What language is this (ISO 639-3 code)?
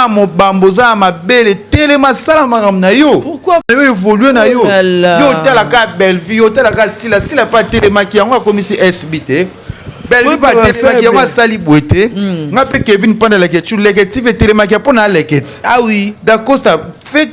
lin